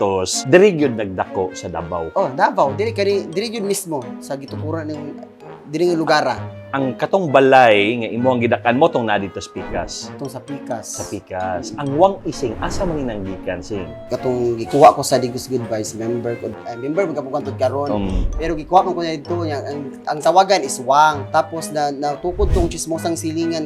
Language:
Cebuano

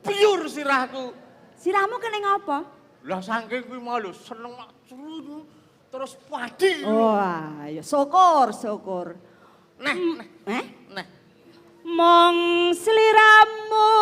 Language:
Javanese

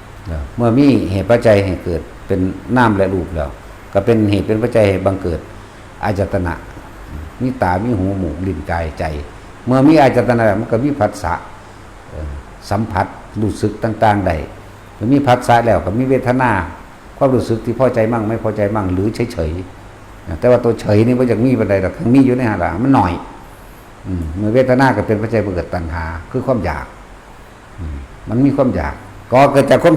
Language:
Northeastern Thai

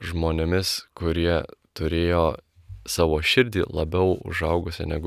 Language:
Lithuanian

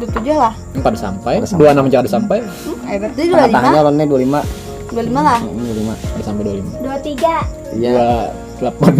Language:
Banjar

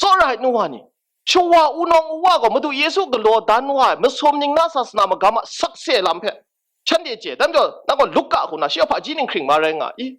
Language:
Kachin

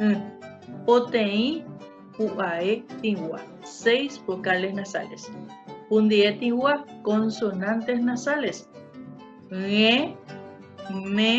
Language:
Guarani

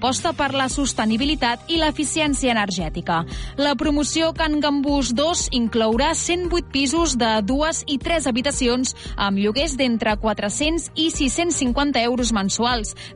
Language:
Catalan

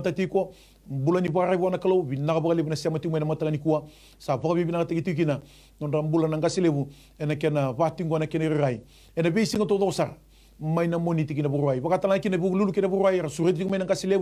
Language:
Fijian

